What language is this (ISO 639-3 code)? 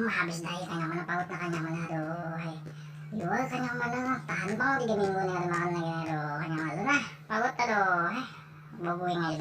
bjn